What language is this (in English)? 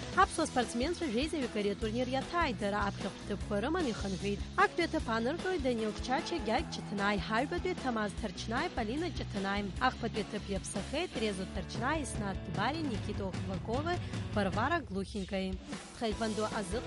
Abkhazian